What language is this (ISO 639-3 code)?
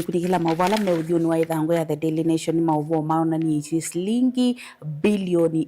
kam